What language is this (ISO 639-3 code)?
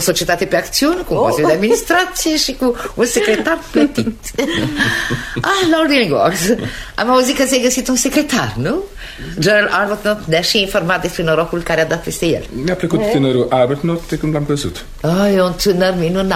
ron